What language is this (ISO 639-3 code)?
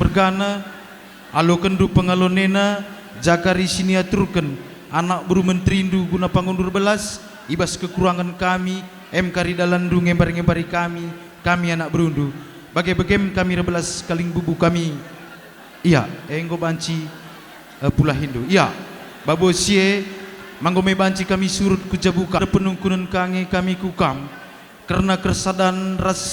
btx